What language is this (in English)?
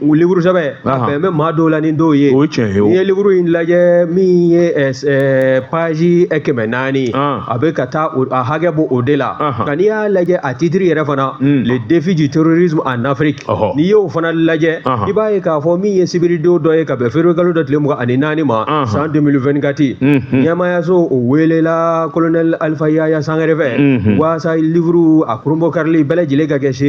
Bambara